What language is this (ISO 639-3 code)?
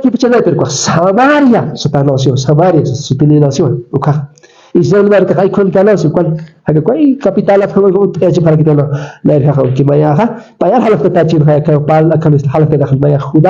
aym